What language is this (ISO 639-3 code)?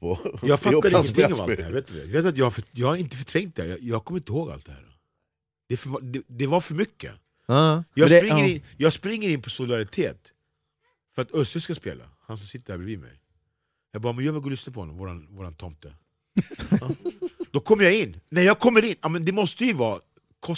swe